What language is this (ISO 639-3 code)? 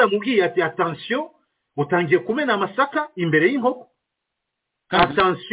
kin